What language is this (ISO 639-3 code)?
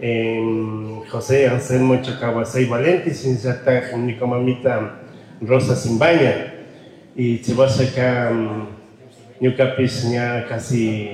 qug